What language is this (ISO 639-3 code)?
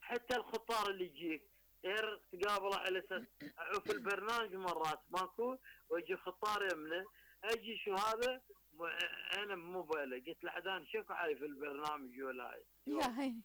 acm